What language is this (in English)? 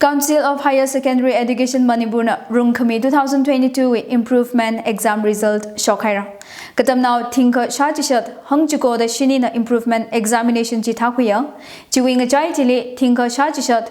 Tangkhul Naga (India)